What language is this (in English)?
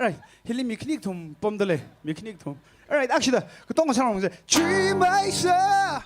Tangkhul Naga (India)